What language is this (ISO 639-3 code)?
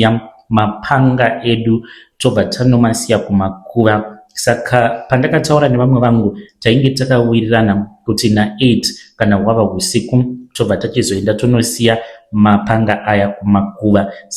sna